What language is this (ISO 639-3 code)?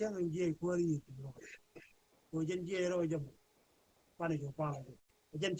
nus